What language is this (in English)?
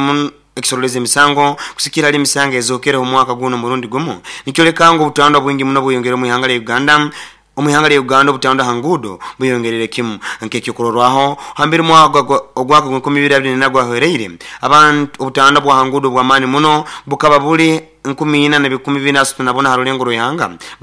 Nyoro